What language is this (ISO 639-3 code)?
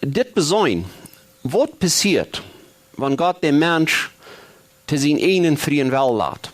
pdt